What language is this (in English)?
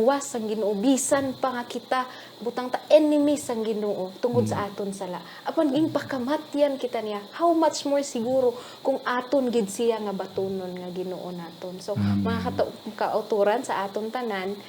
Hiligaynon